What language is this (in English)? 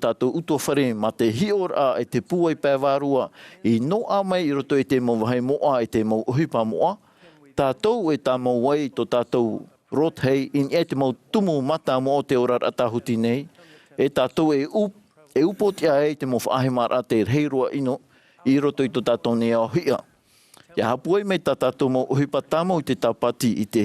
Tahitian